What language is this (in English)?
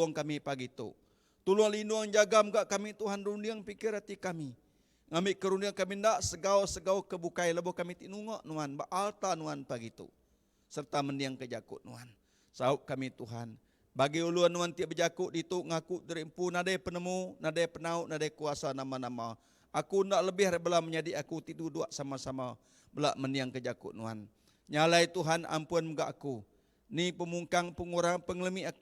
Iban